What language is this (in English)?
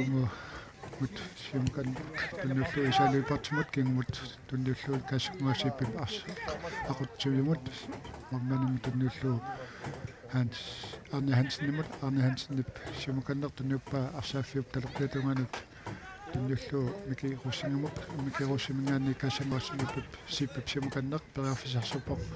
Kalaallisut